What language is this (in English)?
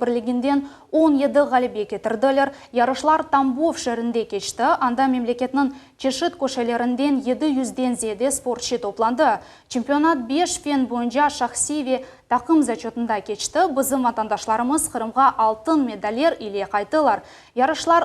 Crimean Tatar